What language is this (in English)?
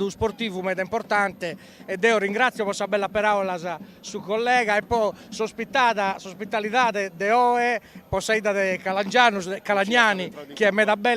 Sardinian